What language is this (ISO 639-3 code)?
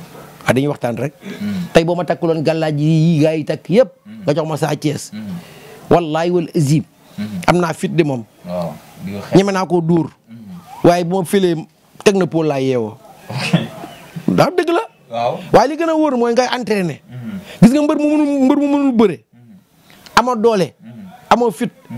wol